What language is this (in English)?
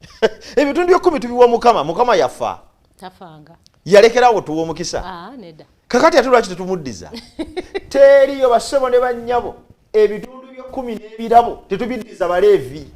Ganda